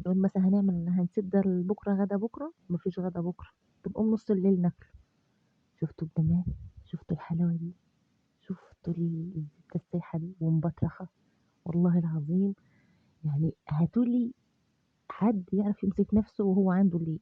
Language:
Egyptian Arabic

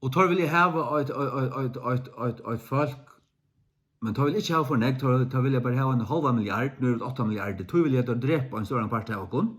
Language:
Faroese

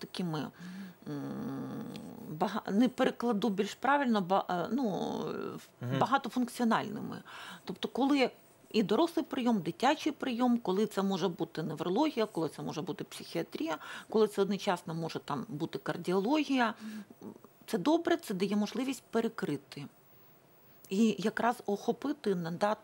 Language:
Ukrainian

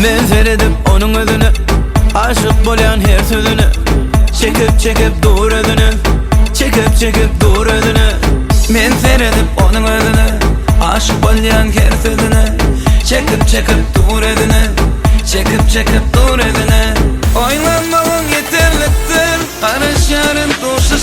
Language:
Turkmen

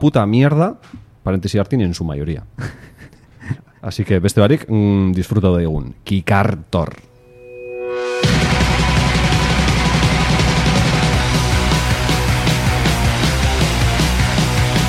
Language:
Basque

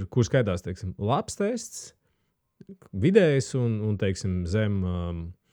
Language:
Latvian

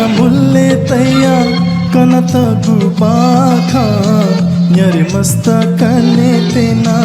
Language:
Newari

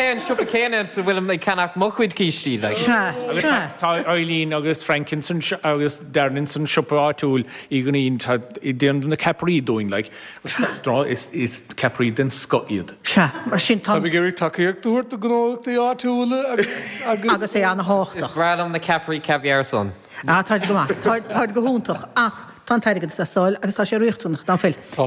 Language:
Irish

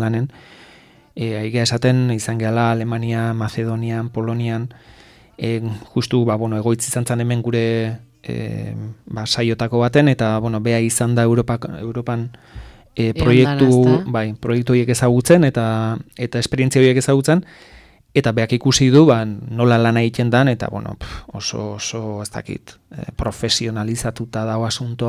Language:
Basque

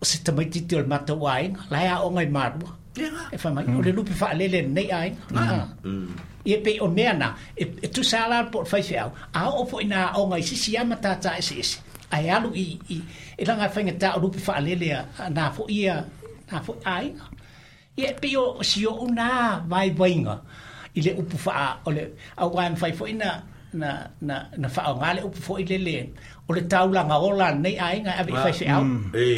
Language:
Samoan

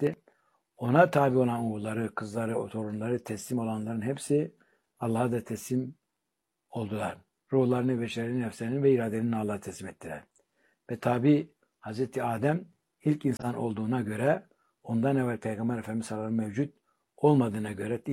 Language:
Turkish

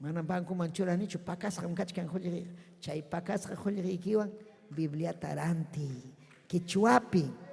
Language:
Ayacucho Quechua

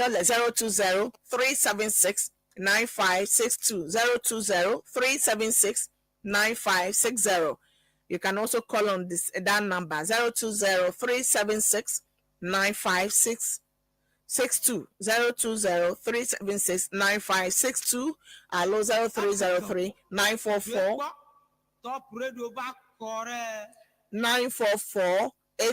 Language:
Ewe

